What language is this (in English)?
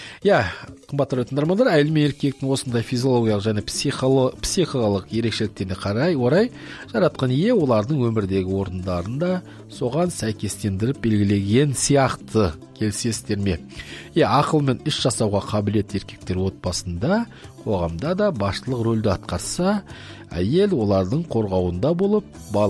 Kazakh